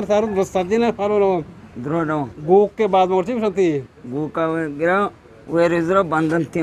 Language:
Eastern Balochi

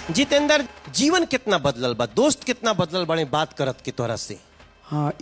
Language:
Bhojpuri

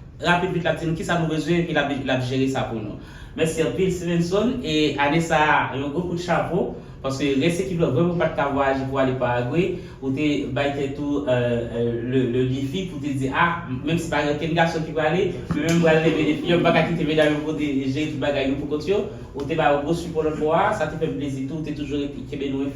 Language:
Haitian Creole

